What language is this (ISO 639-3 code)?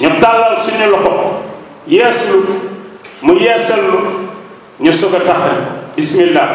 wol